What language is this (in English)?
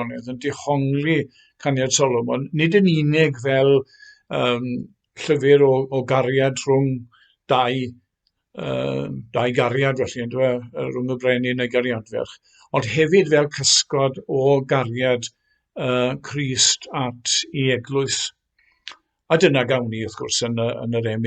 Welsh